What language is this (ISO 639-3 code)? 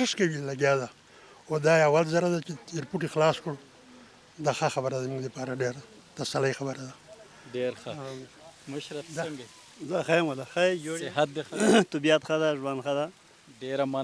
pus